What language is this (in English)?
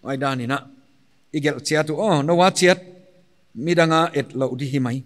Paite Chin